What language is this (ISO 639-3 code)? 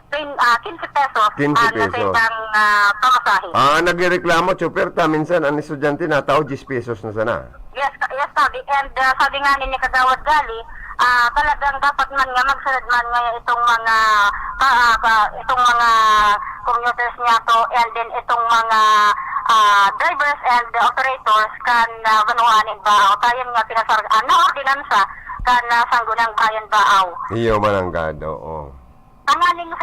bik